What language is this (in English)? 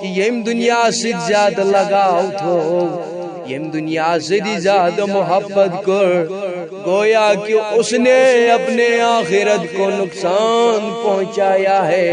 Kashmiri